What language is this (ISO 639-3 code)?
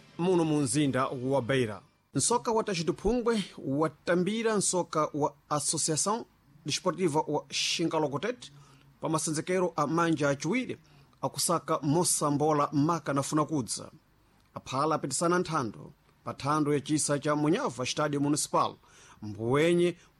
seh